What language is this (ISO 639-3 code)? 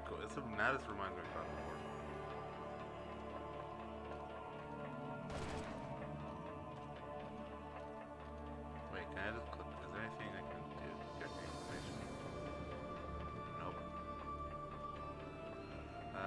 eng